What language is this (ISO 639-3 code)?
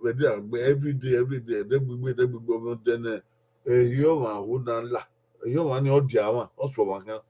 bin